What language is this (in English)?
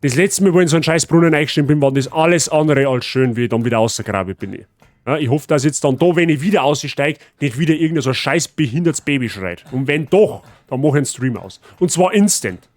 Bavarian